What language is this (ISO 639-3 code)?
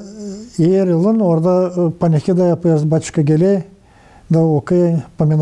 gag